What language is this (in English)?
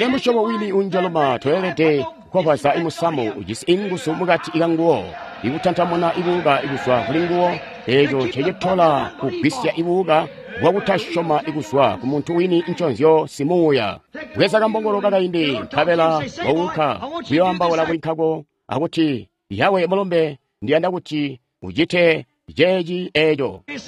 Tonga (Zambia)